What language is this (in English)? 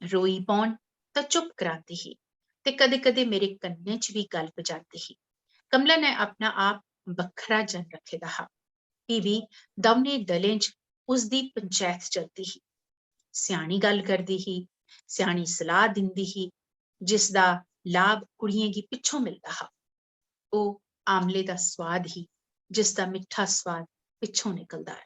Dogri